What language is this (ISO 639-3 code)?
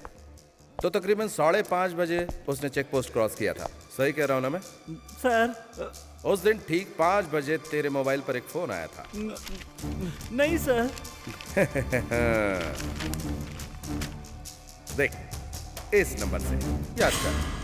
hin